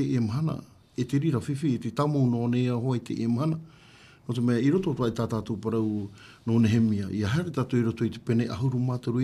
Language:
Tahitian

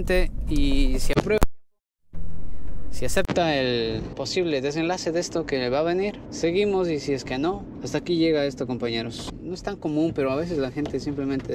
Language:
Spanish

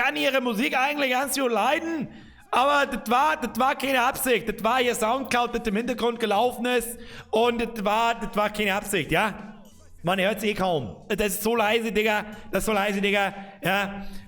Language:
Bavarian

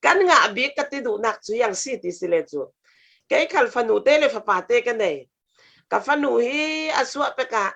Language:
Falam Chin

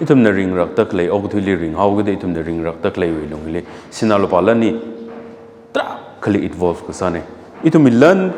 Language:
Tangkhul Naga (India)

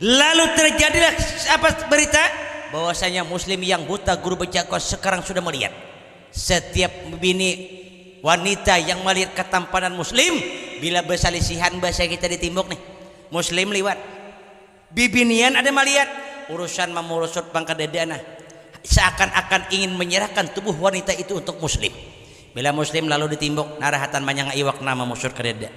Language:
Banjar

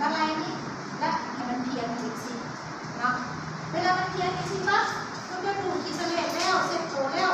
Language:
Lao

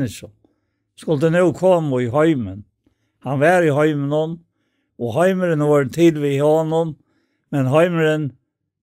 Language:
Faroese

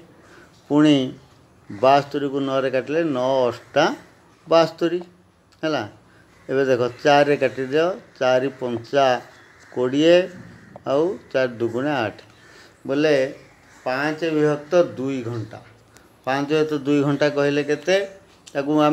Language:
Odia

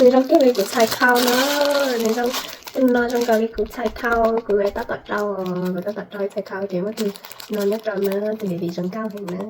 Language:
Hmong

